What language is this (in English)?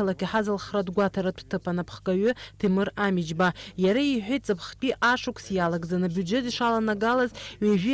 Abkhazian